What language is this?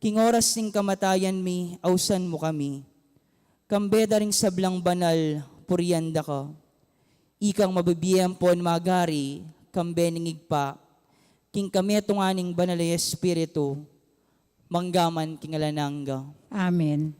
Pampanga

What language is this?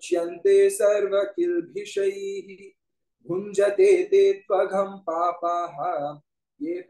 Sanskrit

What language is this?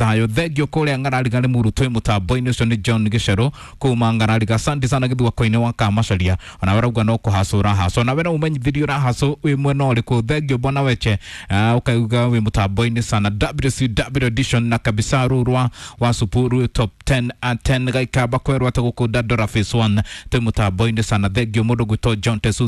Kikuyu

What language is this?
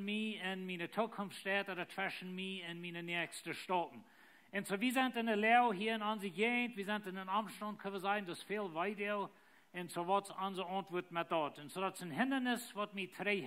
Plautdietsch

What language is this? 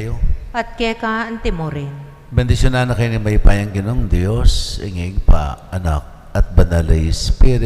Pampanga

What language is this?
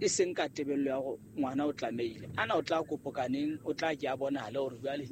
Southern Sotho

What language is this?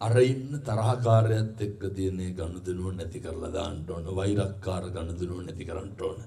Sinhala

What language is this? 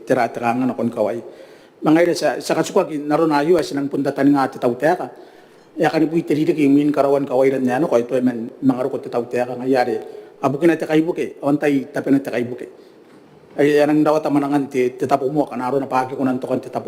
Gilbertese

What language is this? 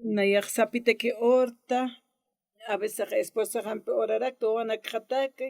Aymara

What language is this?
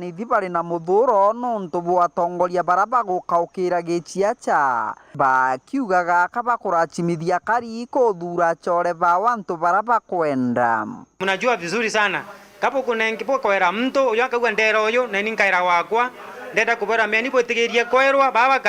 Meru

